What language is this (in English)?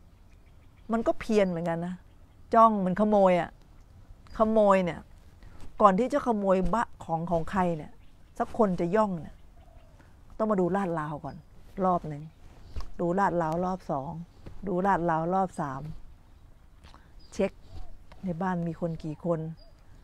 Thai